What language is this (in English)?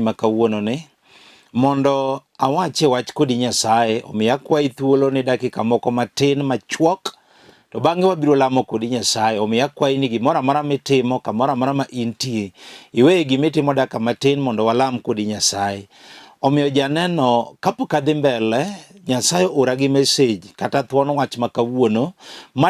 Luo (Kenya and Tanzania)